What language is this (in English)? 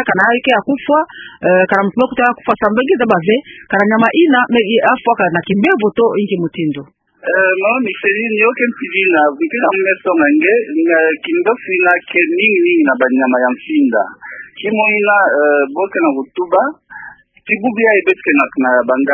Kituba (Democratic Republic of Congo)